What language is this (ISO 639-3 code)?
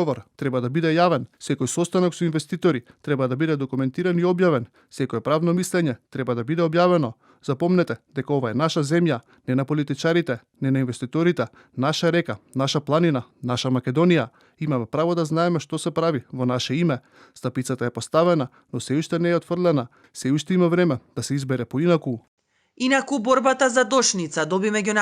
mkd